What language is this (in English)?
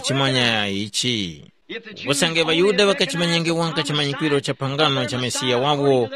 Tumbuka